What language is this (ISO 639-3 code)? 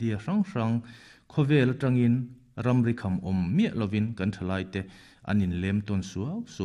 lus